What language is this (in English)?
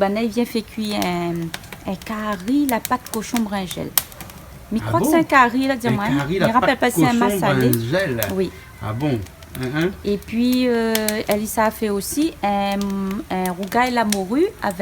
Réunion Creole French